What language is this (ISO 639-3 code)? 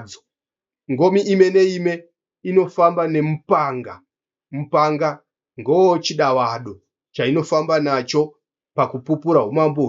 sna